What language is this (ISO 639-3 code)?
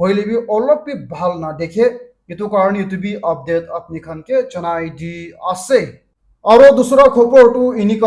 nag